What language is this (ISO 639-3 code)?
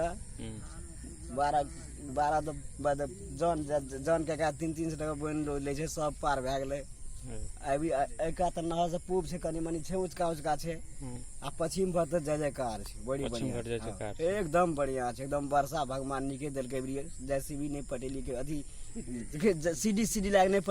mai